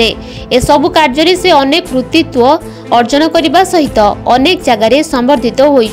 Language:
Odia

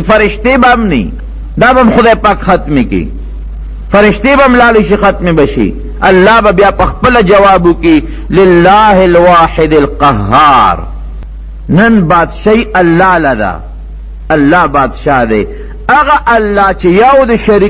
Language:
Pashto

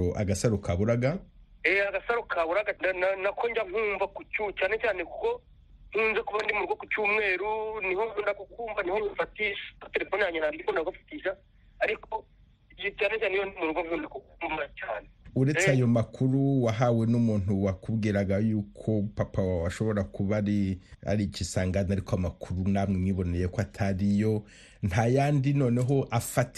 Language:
Kinyarwanda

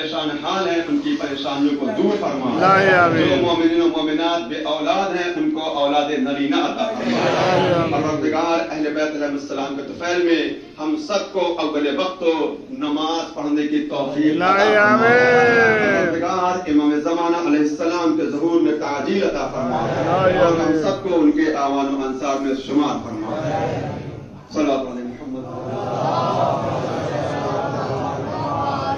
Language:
Urdu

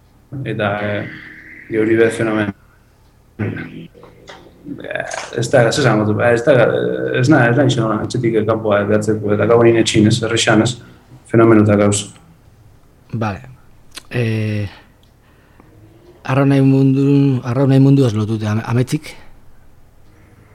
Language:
Basque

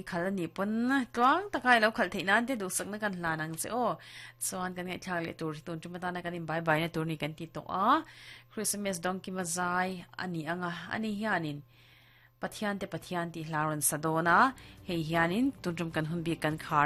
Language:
Mizo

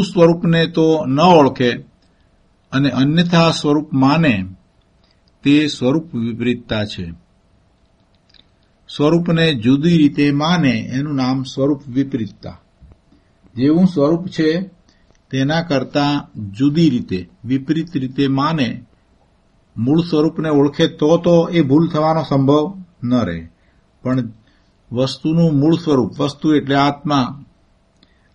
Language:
Gujarati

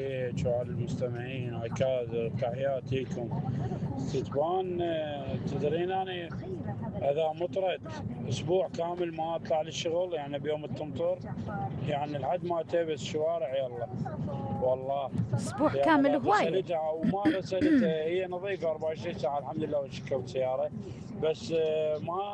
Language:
Mesopotamian Arabic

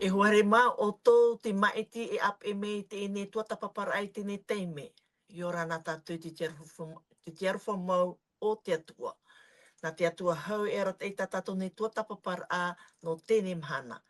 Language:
Tahitian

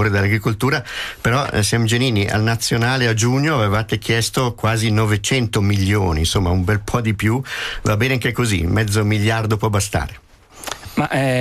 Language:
Italian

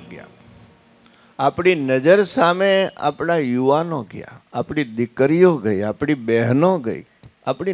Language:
Gujarati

